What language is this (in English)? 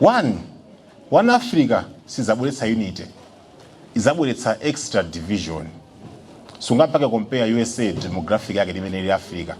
Nyanja